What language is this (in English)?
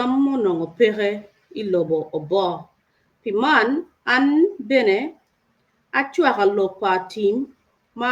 Acoli